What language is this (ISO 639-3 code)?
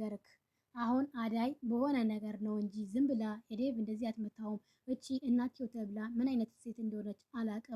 amh